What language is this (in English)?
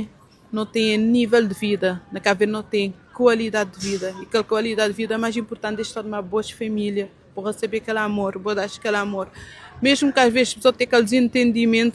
Kabuverdianu